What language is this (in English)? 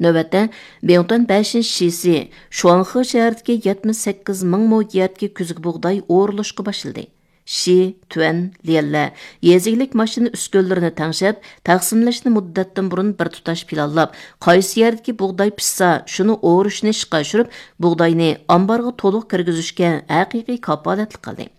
Uyghur